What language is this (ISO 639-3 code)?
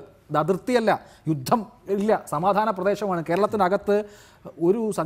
mal